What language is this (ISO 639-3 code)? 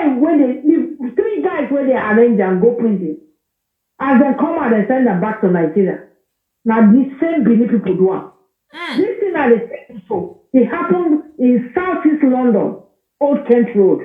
pcm